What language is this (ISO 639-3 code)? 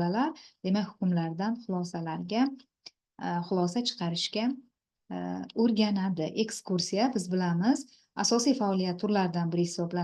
uzb